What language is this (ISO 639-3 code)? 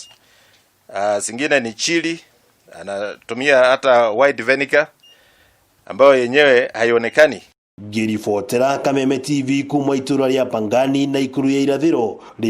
kik